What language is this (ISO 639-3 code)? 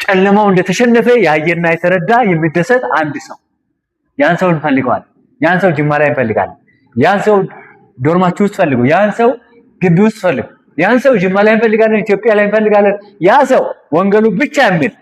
amh